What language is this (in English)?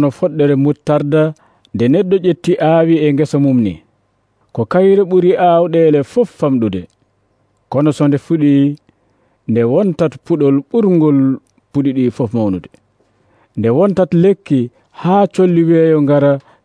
Nigerian Fulfulde